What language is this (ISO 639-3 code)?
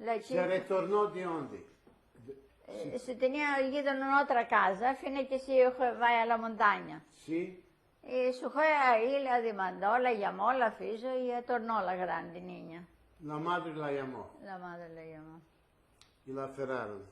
lad